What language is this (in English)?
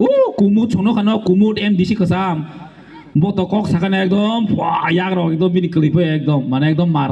Kok Borok